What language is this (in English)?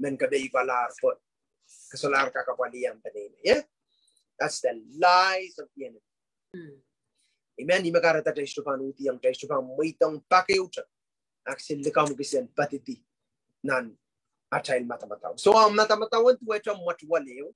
Pohnpeian